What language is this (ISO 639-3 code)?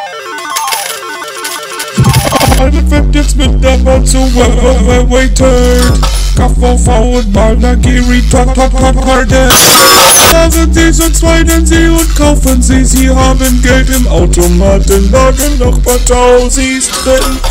deu